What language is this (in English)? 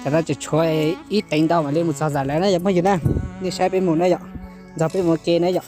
Hmong